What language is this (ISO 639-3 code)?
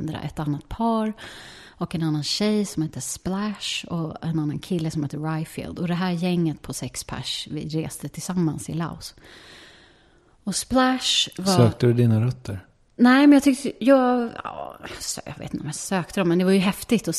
swe